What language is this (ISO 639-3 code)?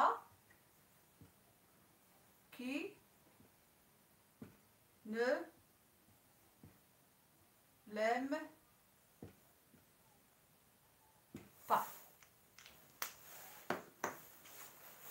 ary